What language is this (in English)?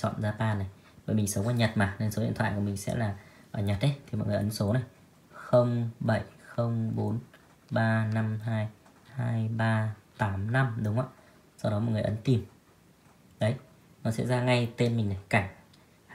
Vietnamese